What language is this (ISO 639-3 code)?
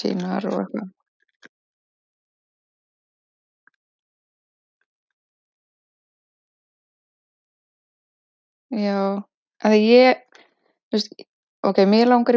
isl